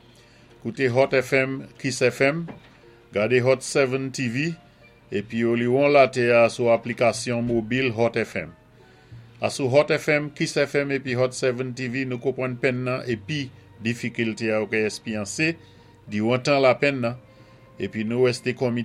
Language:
Saint Lucian Creole French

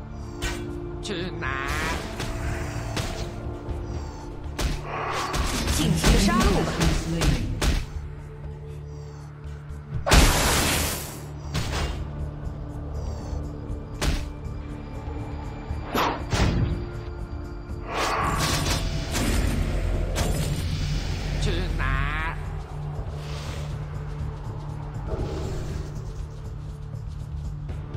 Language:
Chinese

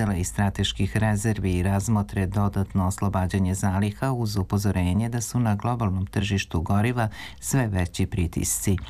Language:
Serbian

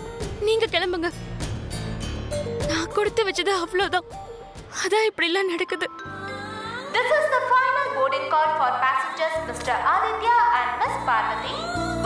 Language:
Tamil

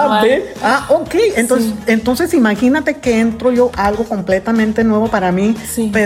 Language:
Spanish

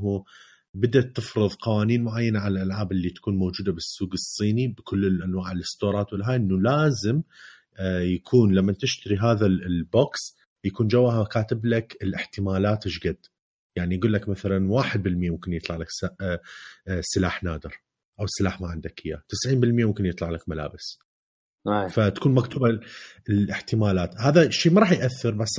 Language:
Mesopotamian Arabic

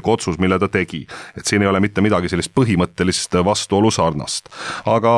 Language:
Estonian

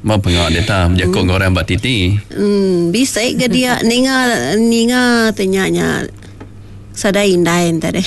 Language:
Iban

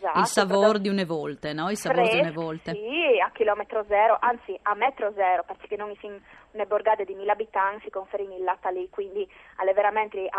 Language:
Friulian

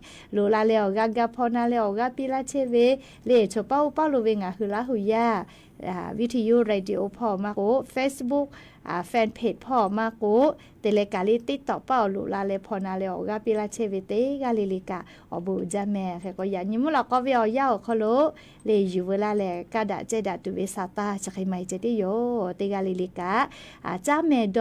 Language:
Lahu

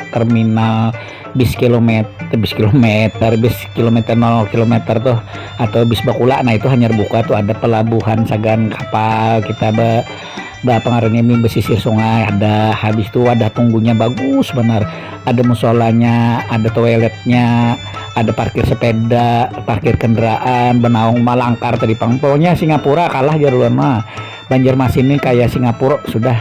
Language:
Banjar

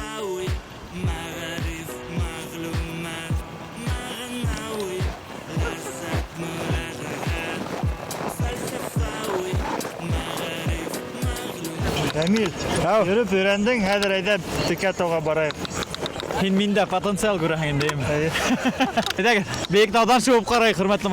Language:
Bashkir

